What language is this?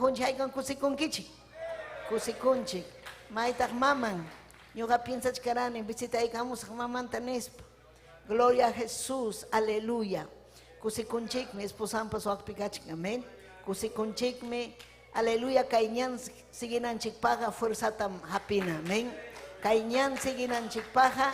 Ayacucho Quechua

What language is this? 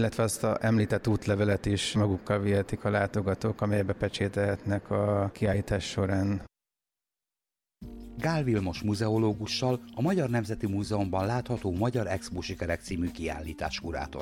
Hungarian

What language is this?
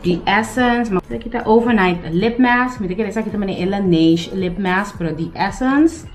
Papiamento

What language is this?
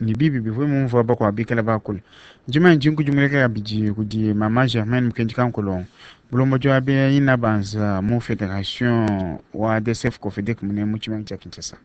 Luba-Lulua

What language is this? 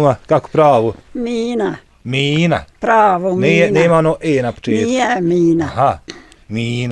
Bosnian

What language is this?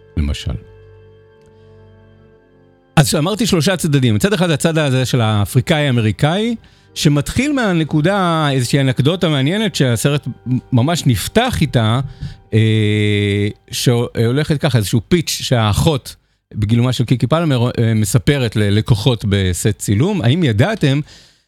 Hebrew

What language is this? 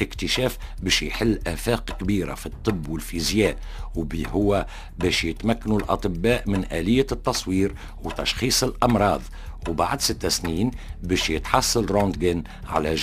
Tunisian Arabic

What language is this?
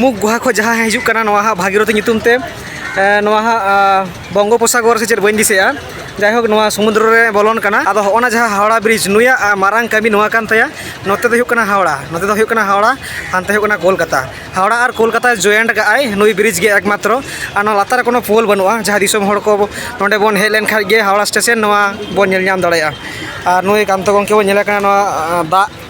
Santali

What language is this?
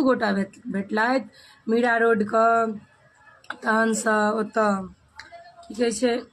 Maithili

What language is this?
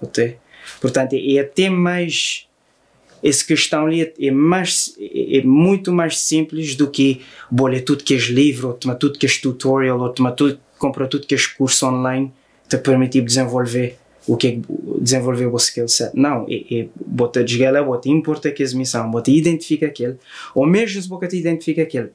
Kabuverdianu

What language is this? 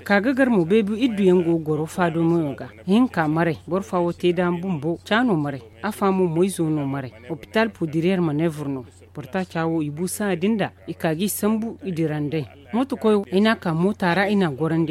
Zarma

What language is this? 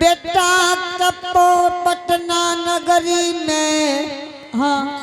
Angika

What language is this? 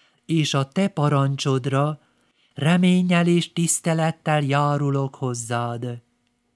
Hungarian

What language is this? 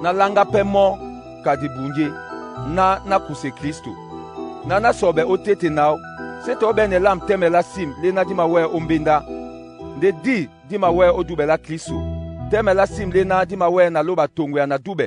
Duala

